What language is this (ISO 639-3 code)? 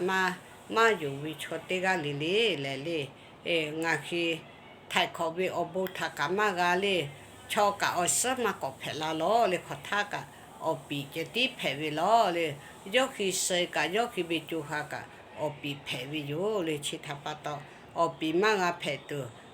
lhu